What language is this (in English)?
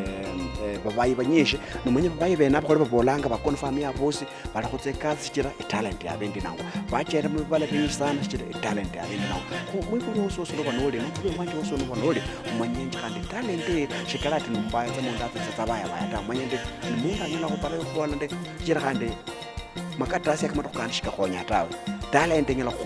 Luyia